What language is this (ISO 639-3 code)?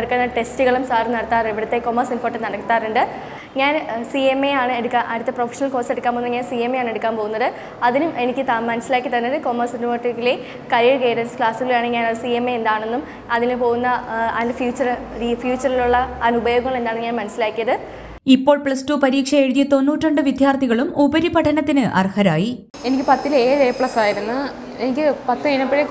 mal